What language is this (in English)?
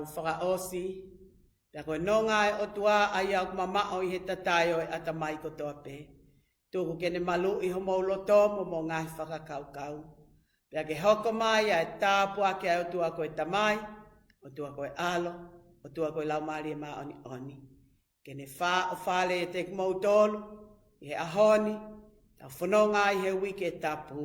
Tongan